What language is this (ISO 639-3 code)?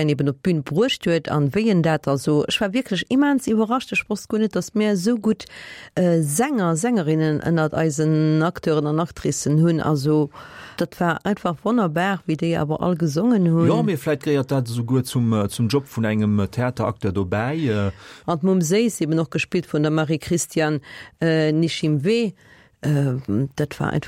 ltz